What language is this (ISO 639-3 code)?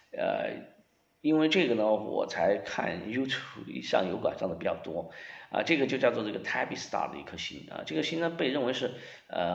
zho